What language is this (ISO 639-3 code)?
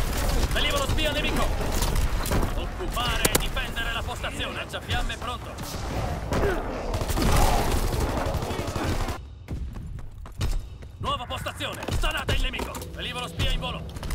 ita